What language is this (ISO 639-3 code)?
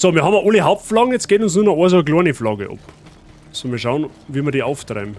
bar